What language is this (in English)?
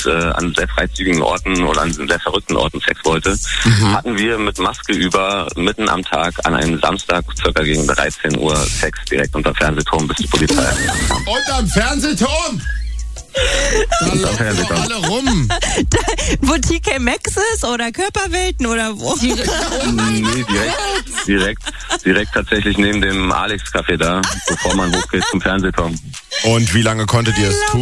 German